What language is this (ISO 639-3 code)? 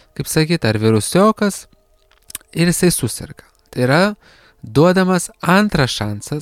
lit